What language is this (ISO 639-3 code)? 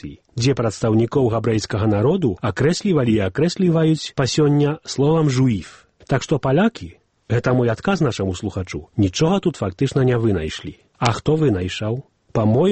bel